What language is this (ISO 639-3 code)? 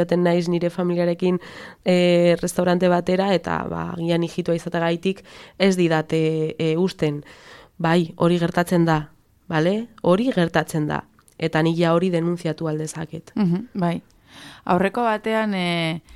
eus